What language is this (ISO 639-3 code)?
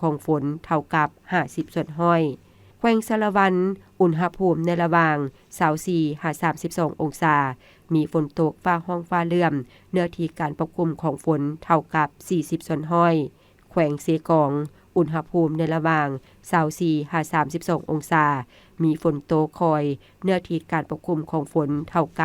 lao